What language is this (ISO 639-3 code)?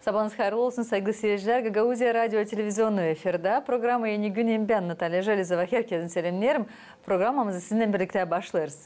gag